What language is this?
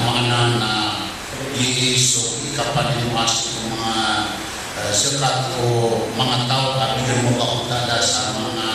Maranao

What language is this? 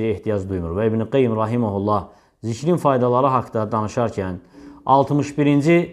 Azerbaijani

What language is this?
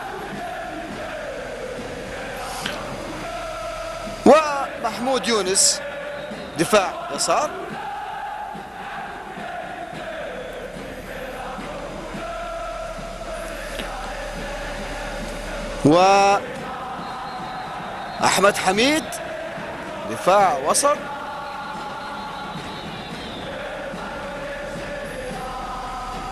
Arabic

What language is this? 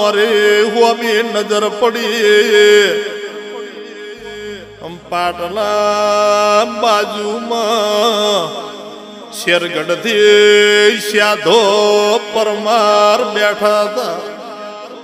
Gujarati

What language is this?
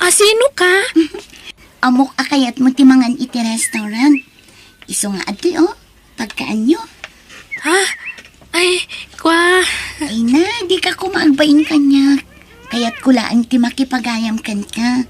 Iloko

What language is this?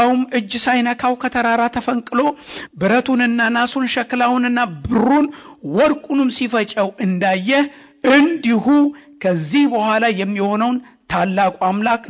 Amharic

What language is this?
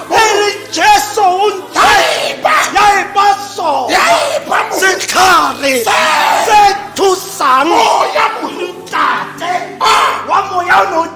Tswana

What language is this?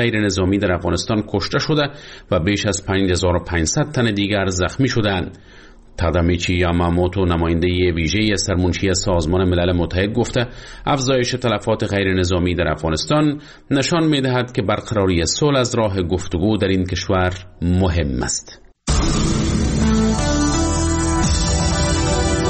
Persian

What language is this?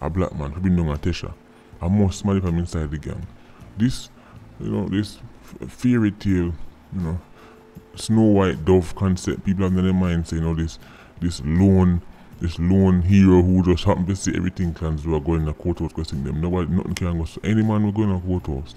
Jamaican Creole English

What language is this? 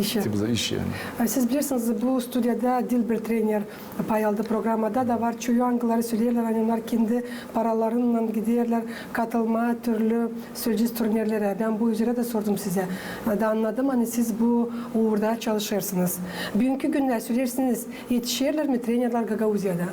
Gagauz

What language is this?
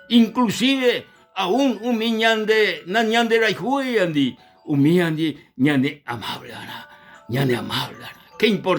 Guarani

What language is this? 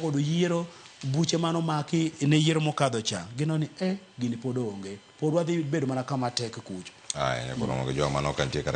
Luo (Kenya and Tanzania)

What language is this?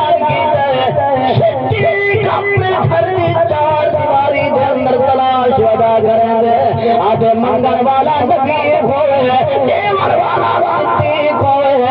Saraiki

